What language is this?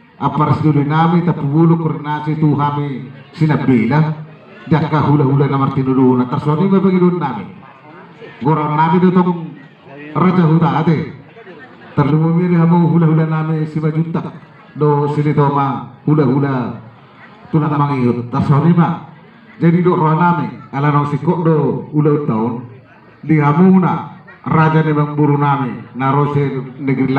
Batak Toba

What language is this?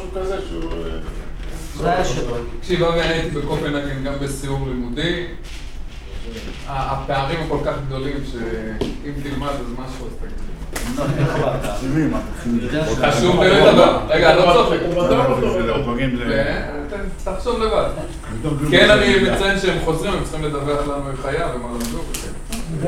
Hebrew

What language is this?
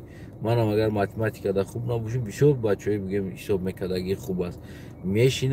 Tajik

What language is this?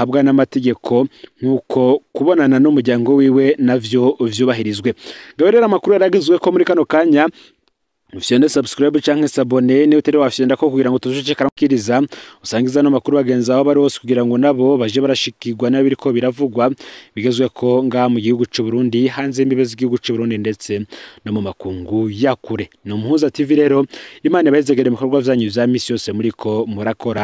Rundi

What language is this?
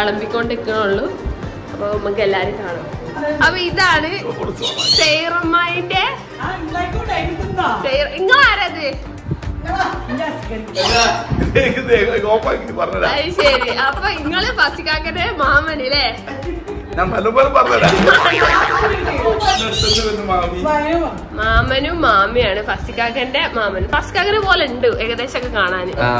Malayalam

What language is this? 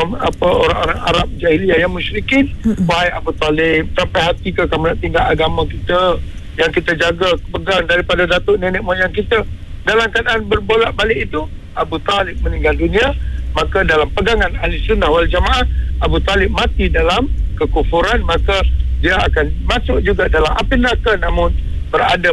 Malay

